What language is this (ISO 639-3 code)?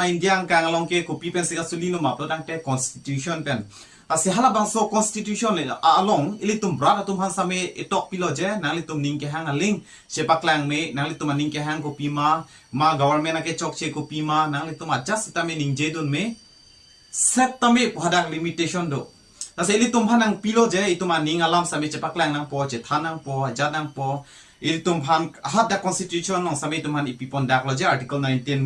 mjw